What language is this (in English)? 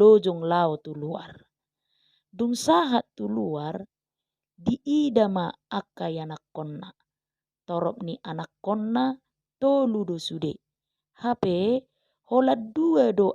Batak Toba